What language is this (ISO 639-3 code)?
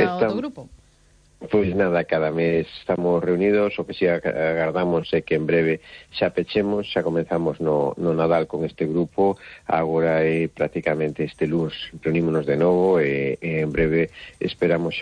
glg